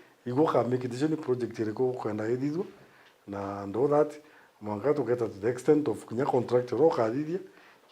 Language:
Meru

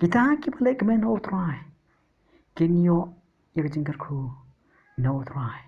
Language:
Khasi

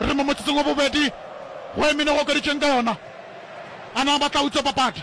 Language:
Northern Sotho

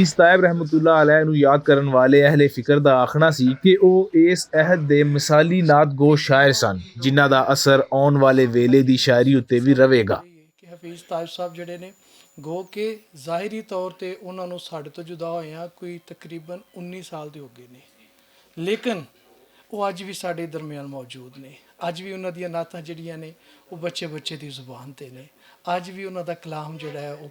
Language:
Western Panjabi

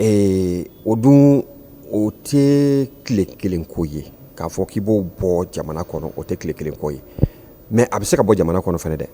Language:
Bambara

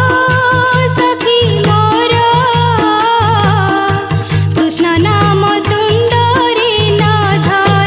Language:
Odia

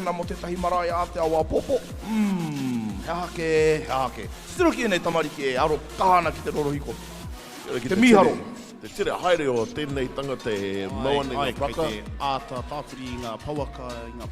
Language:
Māori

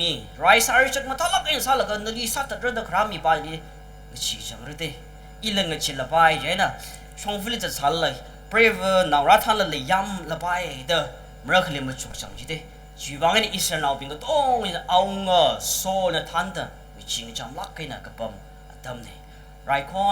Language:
Tangkhul Naga (India)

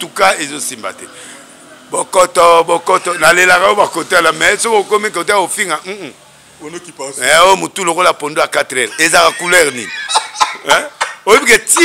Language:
Lingala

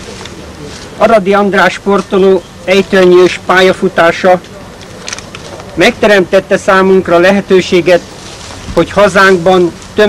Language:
Hungarian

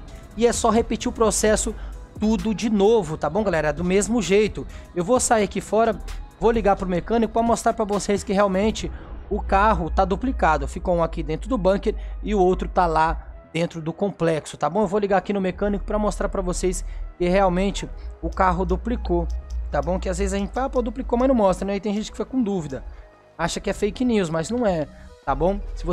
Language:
Portuguese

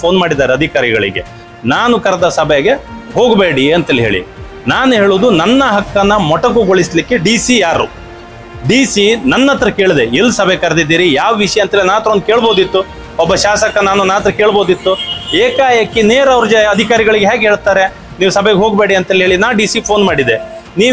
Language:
Kannada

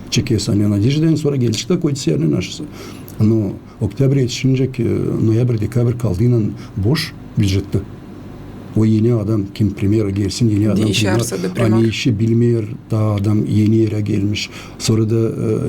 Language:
Gagauz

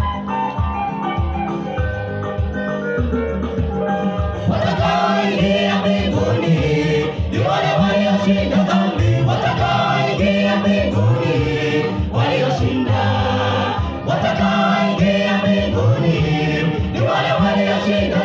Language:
Swahili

